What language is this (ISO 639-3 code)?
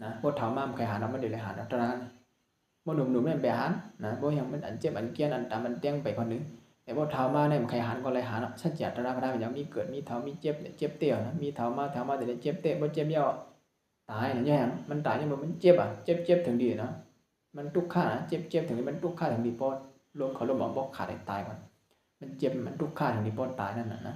shn